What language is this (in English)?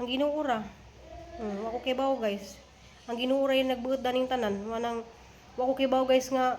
Cebuano